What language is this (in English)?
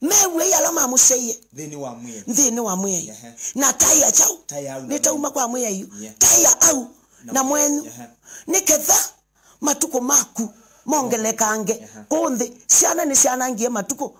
Kamba